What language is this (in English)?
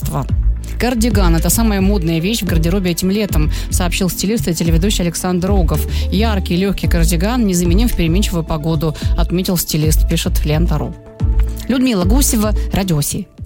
Russian